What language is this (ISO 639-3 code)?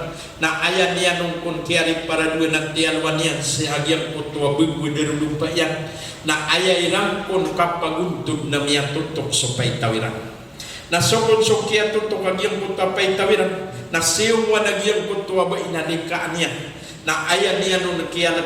mrw